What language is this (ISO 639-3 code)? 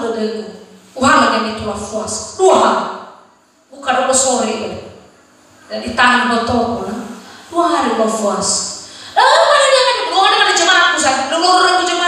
nia